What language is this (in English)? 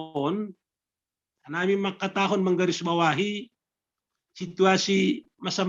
Batak Simalungun